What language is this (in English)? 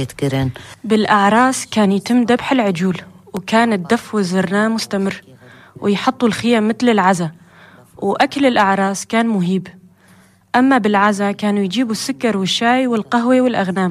North Levantine Arabic